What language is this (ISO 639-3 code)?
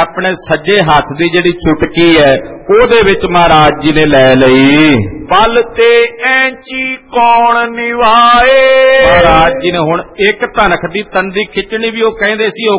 pan